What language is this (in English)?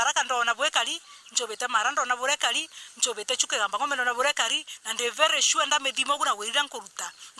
Meru